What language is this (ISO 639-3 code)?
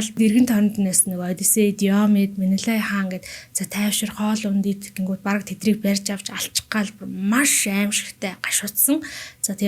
mon